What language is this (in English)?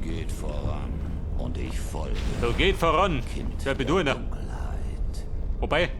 Bavarian